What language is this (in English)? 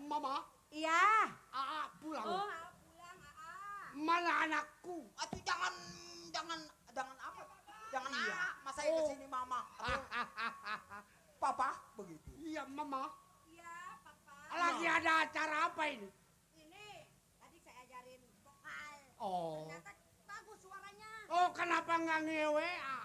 Betawi